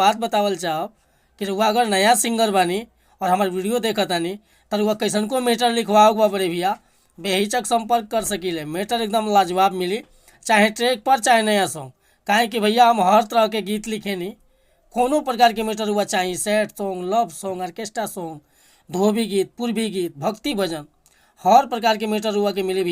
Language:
Bhojpuri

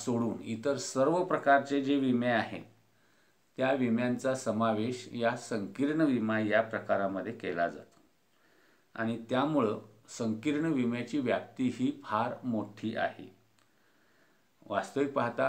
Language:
Marathi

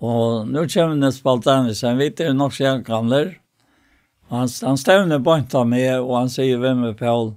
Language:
Faroese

